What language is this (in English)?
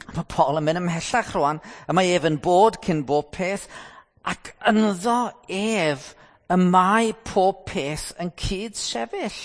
Welsh